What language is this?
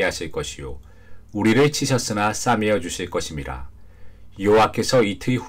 Korean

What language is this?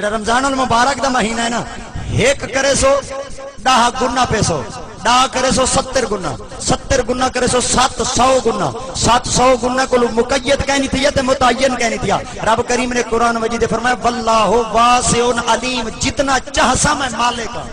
Saraiki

